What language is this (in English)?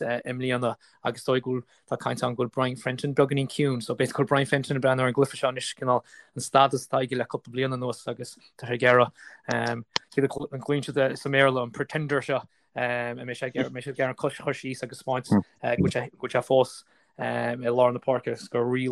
Irish